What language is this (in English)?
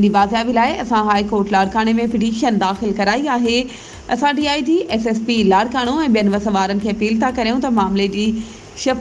Sindhi